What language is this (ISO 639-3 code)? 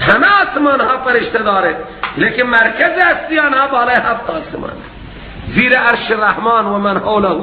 fas